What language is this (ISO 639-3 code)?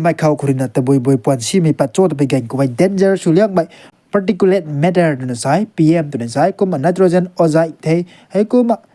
nbu